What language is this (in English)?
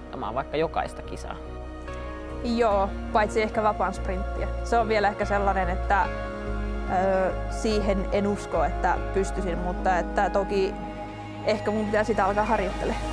Finnish